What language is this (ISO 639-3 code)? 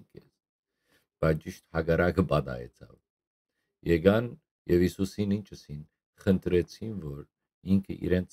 hyw